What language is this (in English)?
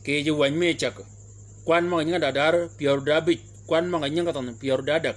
Shilluk